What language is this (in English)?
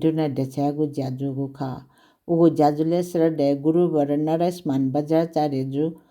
Newari